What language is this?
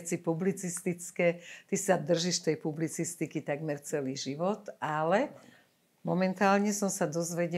Slovak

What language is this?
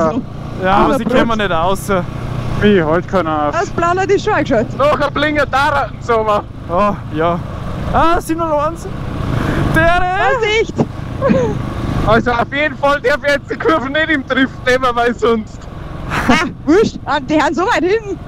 Bavarian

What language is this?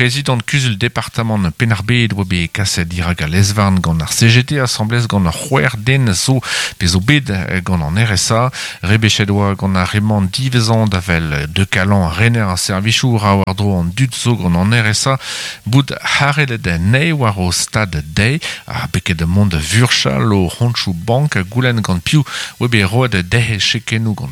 Breton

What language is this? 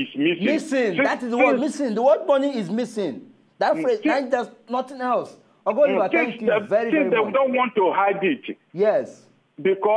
Nigerian Pidgin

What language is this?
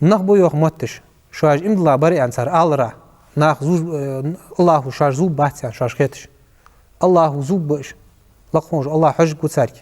Ingush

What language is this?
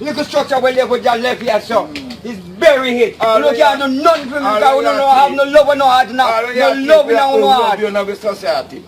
Jamaican Creole English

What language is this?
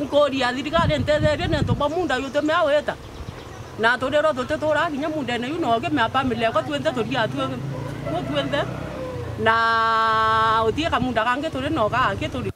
Meru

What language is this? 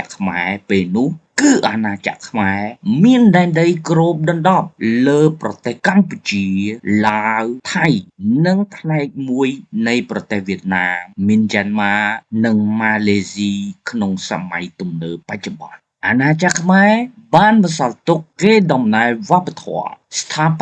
Khmer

